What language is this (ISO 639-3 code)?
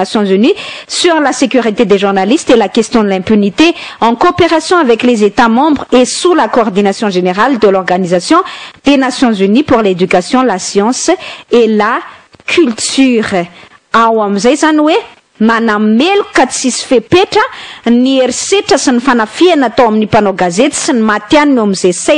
mlg